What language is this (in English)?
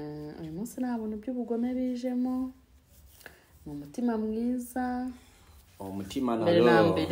Kinyarwanda